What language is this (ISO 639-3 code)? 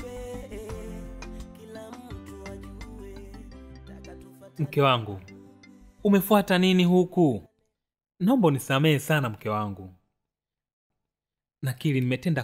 swa